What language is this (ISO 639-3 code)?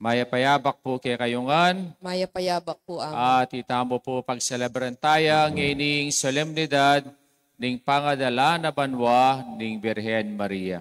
pam